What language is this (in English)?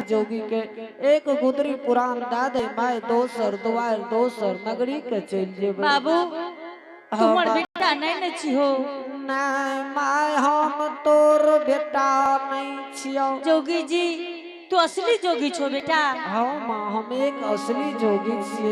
Angika